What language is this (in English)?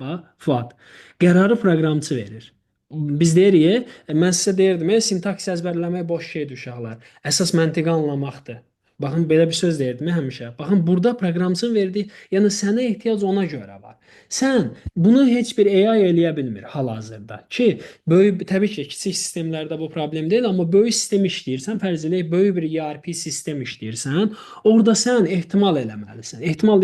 Azerbaijani